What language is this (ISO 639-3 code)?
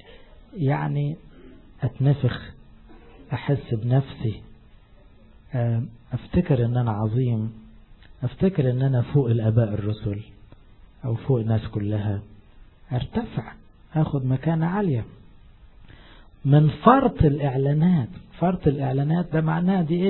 arz